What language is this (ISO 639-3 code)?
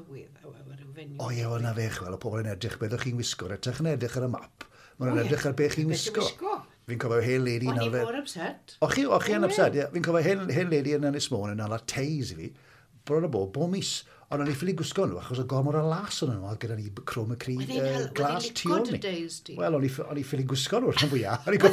cym